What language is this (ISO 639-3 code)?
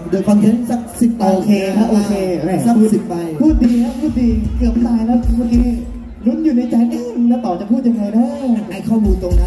tha